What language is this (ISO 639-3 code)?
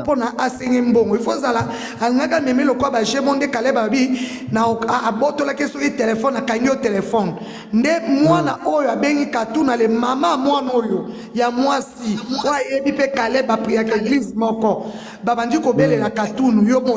lin